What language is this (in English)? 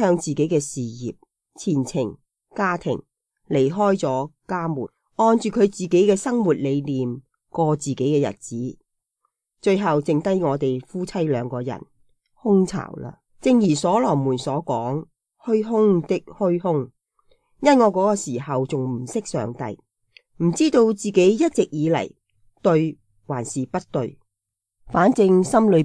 Cantonese